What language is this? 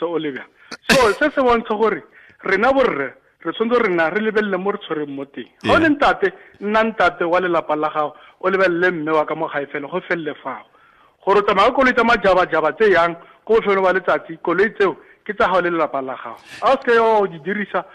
Tswana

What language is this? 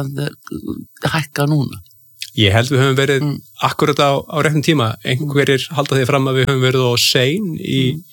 Icelandic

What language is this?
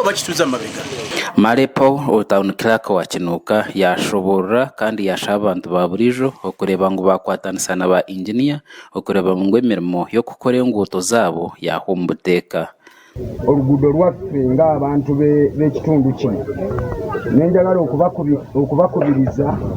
Nyankole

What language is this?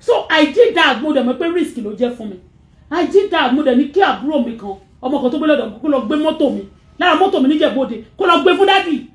Yoruba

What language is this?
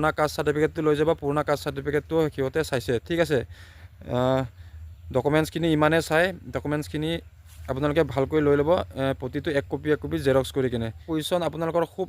Assamese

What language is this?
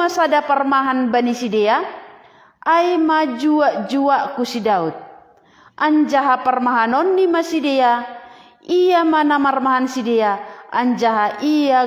Batak Simalungun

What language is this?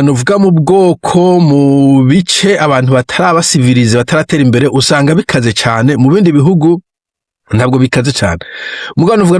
Rundi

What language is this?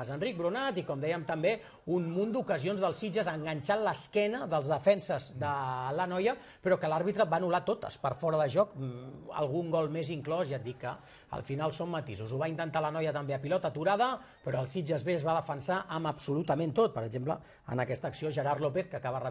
Catalan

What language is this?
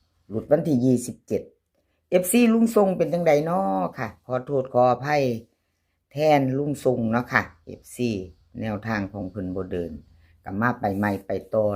Northeastern Thai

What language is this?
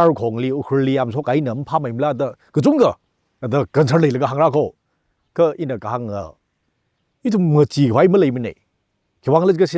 Tangkhul Naga (India)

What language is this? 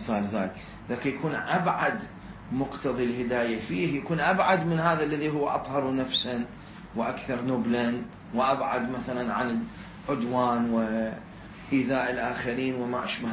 Mesopotamian Arabic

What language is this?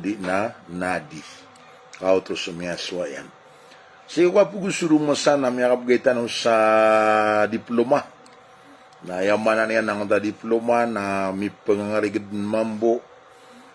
Maranao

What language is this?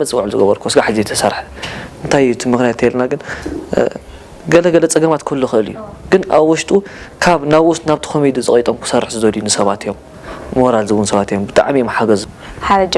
Tigrinya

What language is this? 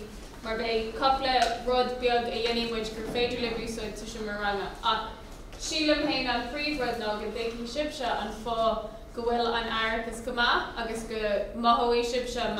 Irish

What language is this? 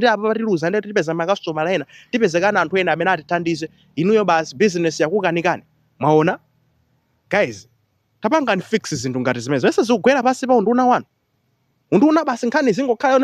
Nyanja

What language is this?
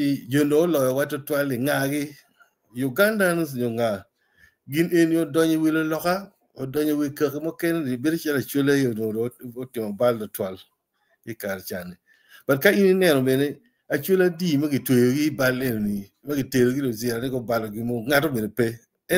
Acoli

